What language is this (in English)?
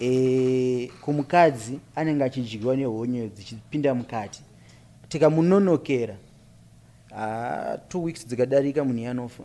Shona